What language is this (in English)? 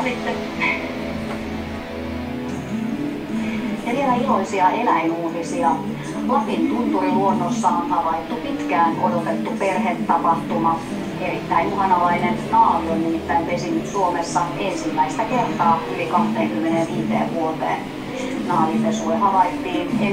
Finnish